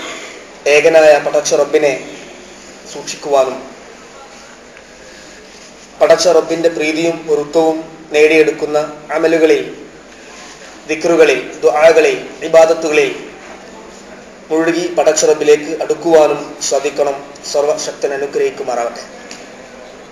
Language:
Malayalam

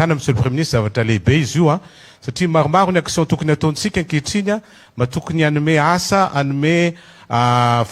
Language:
Malagasy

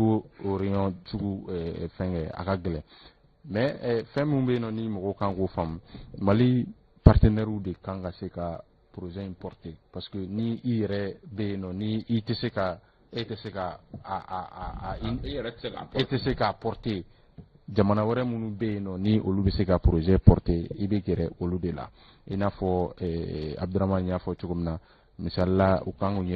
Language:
Bambara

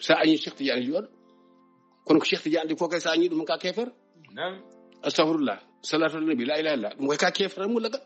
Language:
Fula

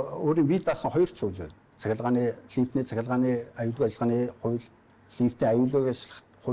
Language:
Mongolian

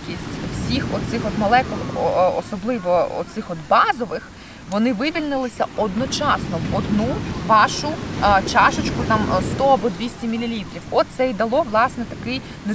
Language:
Ukrainian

